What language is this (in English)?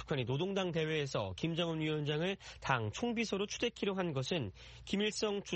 Korean